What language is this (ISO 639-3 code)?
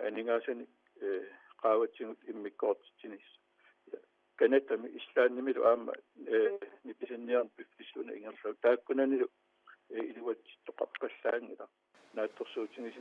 kal